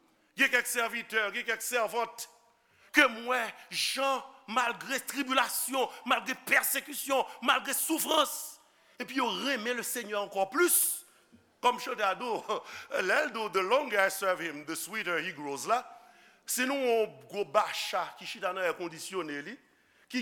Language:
Haitian Creole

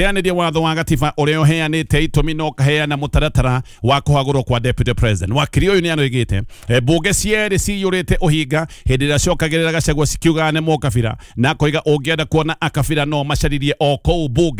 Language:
Kikuyu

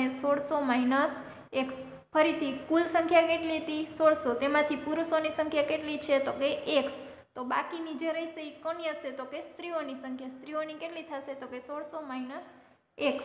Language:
Gujarati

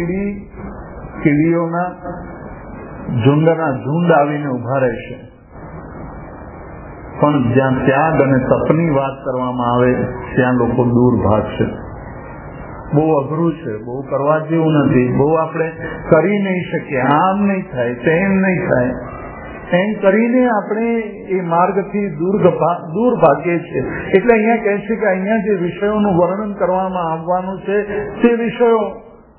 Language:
Gujarati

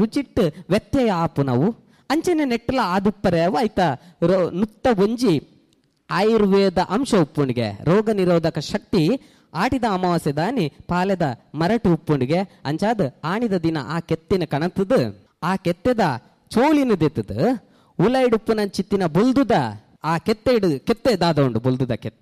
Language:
Tulu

